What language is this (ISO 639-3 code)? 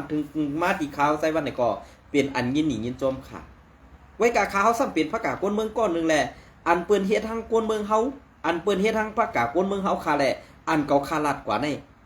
shn